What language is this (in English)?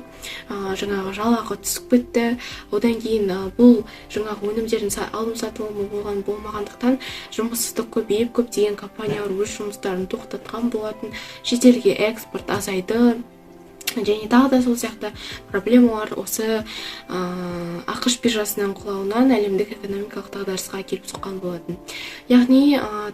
Kazakh